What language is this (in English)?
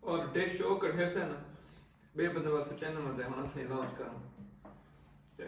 Saraiki